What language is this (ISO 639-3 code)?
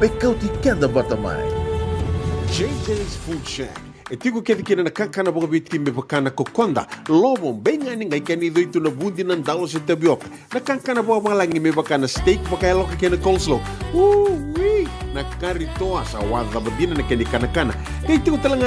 fij